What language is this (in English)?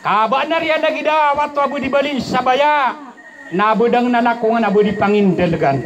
Maranao